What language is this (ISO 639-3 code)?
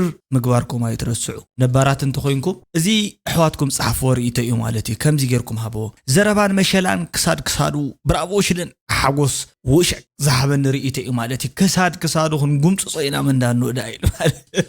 tir